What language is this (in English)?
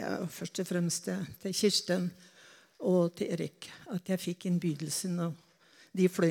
Norwegian